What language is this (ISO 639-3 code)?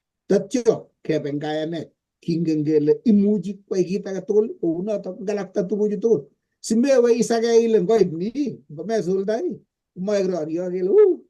kln